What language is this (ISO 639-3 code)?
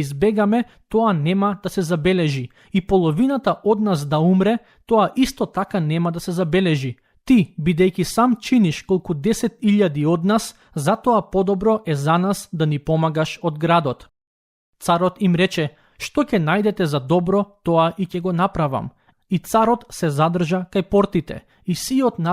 mkd